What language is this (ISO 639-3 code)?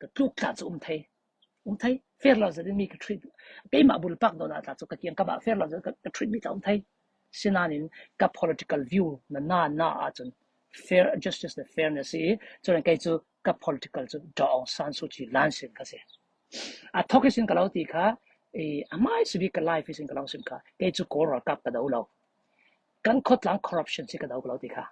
cfm